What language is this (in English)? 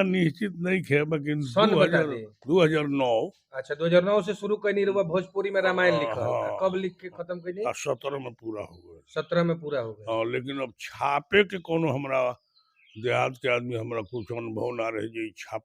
Bhojpuri